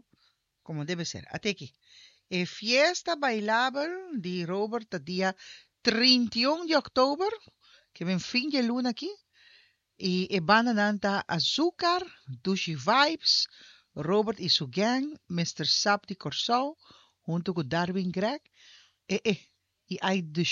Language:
Papiamento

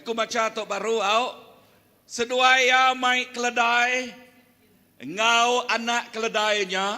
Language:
Iban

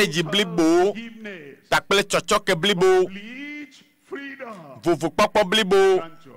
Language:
Ewe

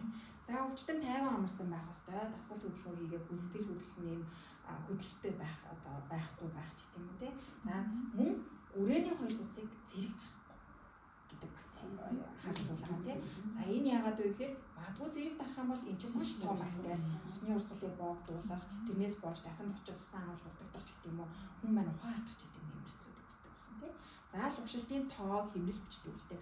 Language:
Mongolian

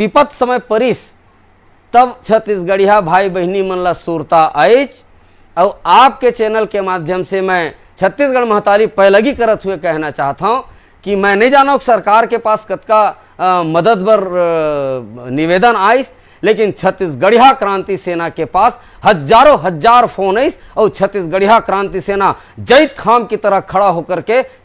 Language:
Chhattisgarhi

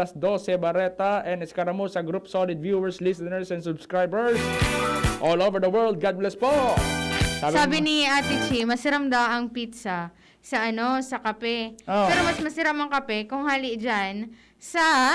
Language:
Bikol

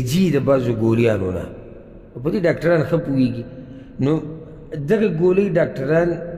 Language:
Pashto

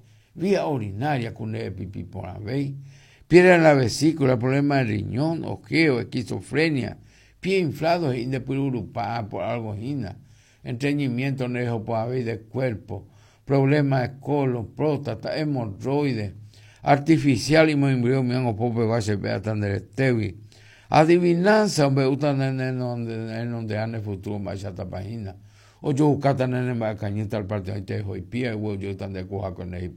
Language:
Guarani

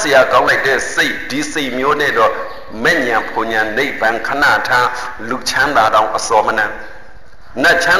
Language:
Burmese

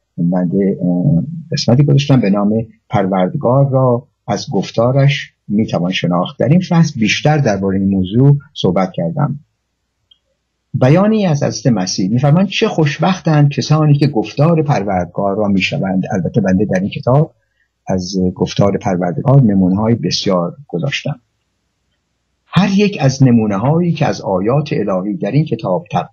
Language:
Persian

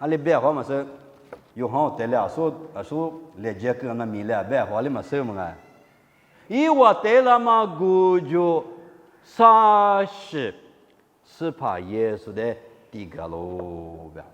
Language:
Lisu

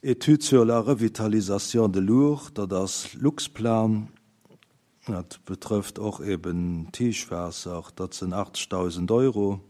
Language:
Luxembourgish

